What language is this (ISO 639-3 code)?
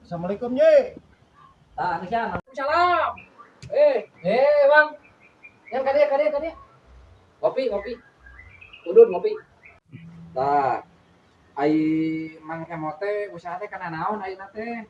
sun